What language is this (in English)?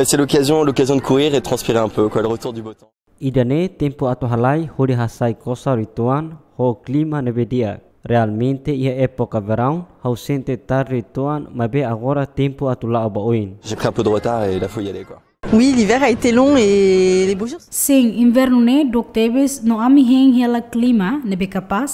Tetum